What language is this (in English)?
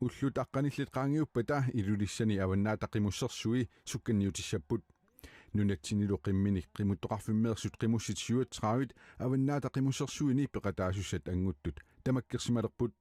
Kalaallisut